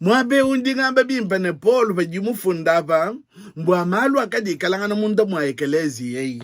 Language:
Luba-Lulua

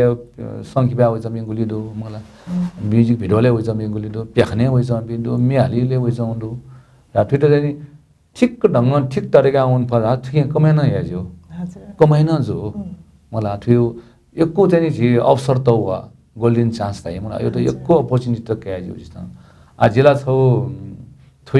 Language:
Newari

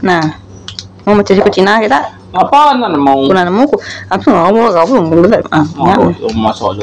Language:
Iban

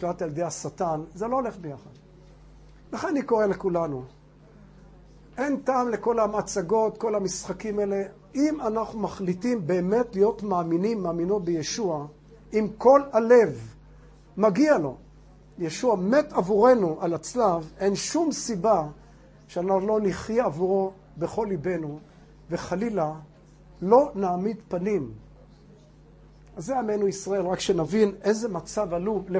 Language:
Hebrew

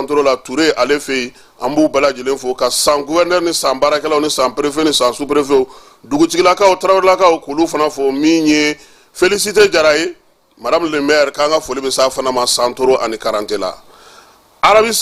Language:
Bambara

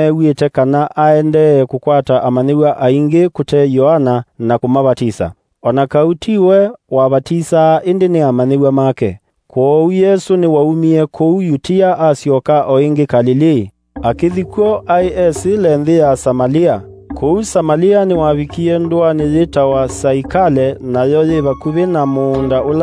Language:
Kamba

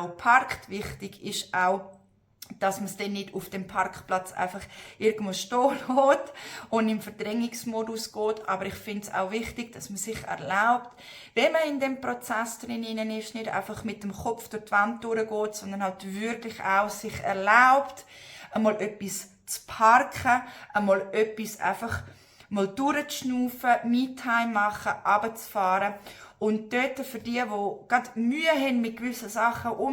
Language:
Swiss German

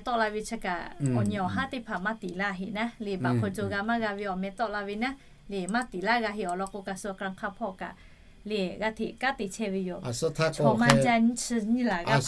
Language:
Lahu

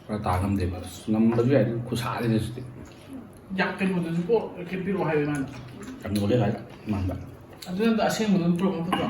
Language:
Manipuri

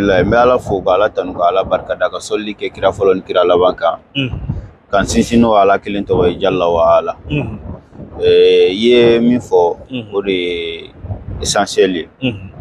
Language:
Bambara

